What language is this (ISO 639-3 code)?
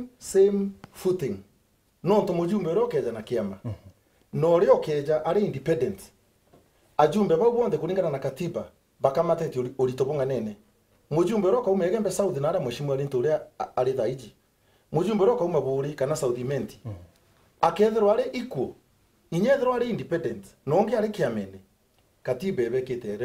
mer